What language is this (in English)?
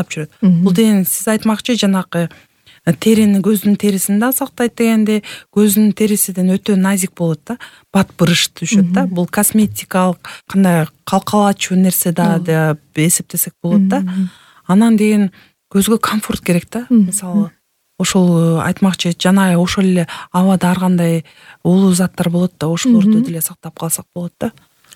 Kyrgyz